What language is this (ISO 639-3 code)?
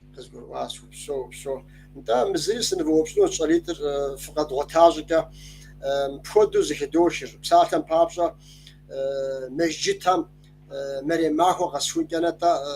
kbd